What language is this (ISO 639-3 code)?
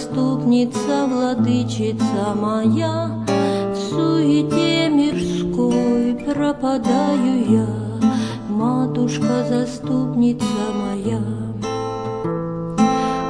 rus